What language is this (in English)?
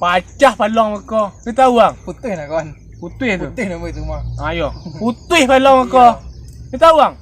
Minangkabau